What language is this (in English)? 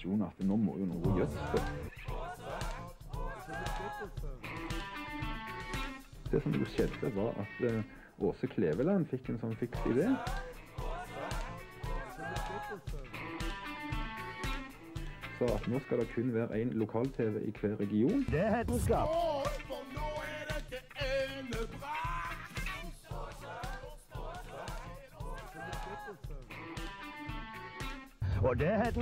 Norwegian